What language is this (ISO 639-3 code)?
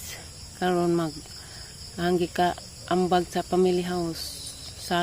ceb